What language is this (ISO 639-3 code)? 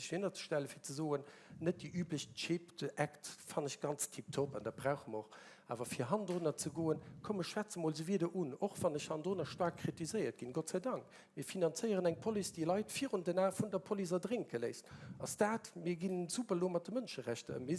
ltz